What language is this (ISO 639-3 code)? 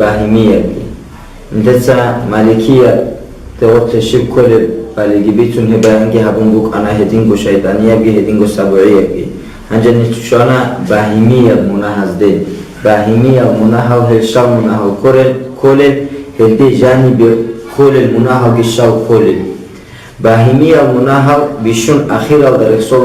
ava